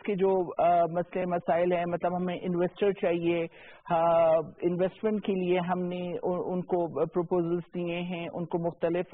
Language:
Urdu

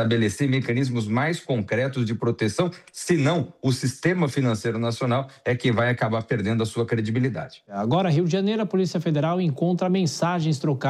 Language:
Portuguese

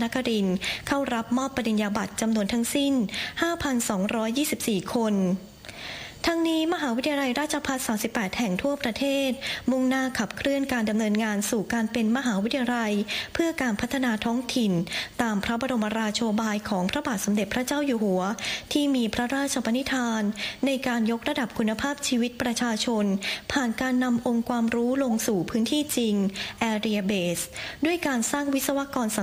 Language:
Thai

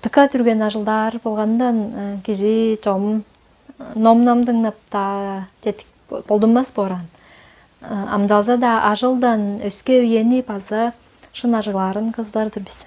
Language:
Tuvinian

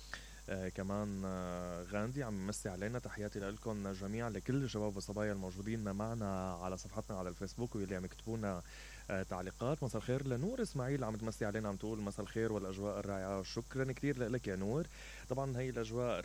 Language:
Mesopotamian Arabic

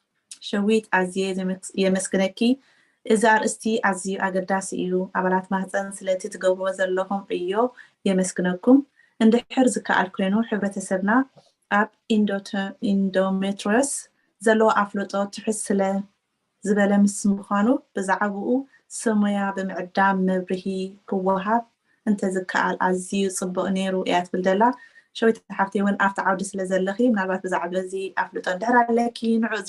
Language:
Tigrinya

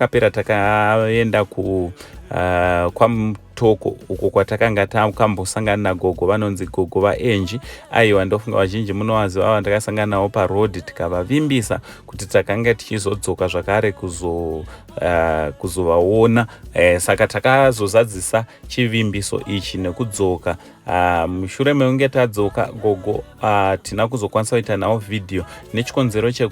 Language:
Shona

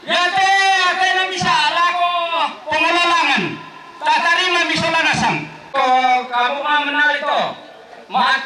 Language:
Toraja-Sa'dan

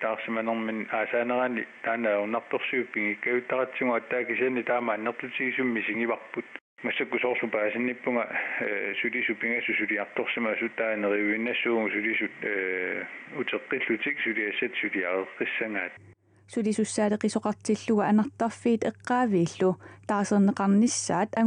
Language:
Kalaallisut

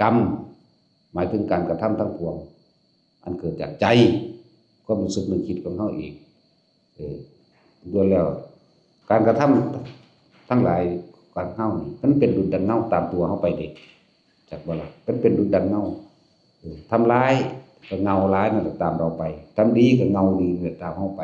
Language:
Northeastern Thai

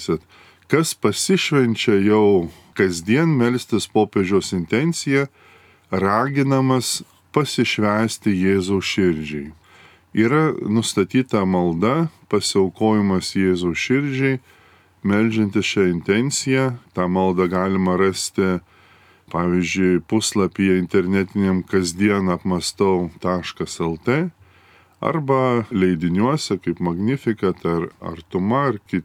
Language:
Lithuanian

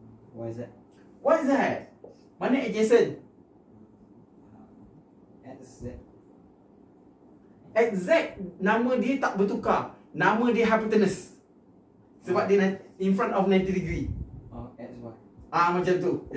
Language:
Malay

